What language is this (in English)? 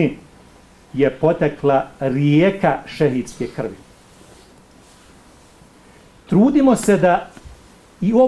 Bosnian